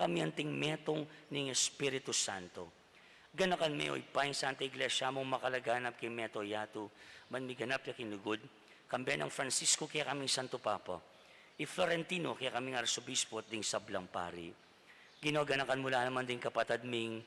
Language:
Pampanga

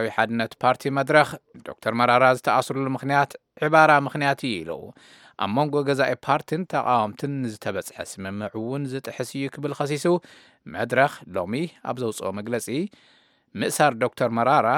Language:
Tigrinya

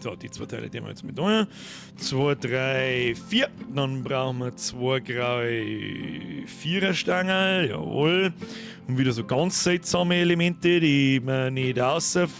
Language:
Bavarian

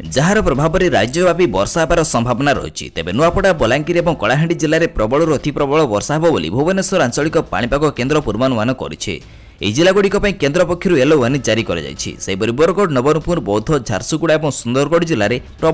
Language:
Odia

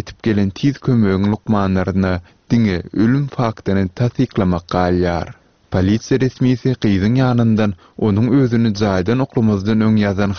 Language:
Turkmen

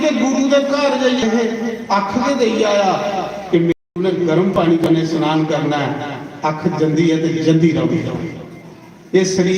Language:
Dogri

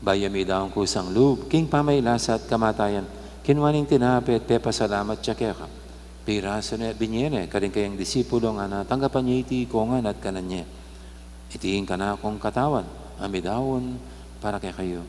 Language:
Pampanga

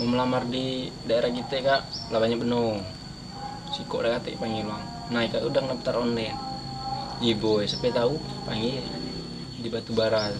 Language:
Musi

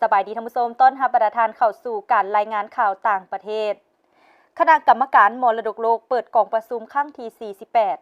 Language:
Lao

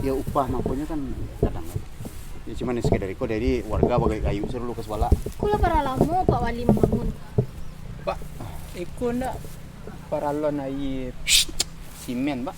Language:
Minangkabau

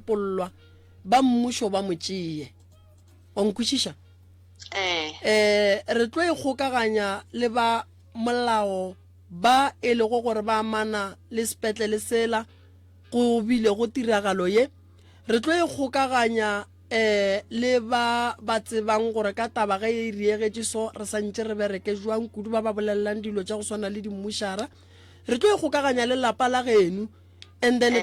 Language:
Northern Sotho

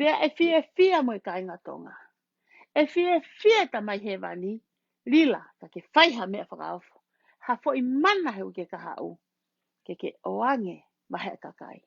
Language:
Tongan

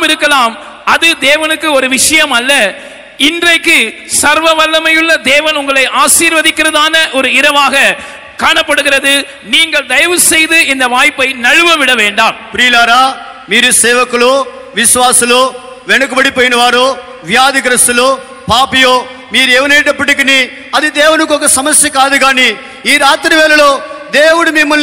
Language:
Tamil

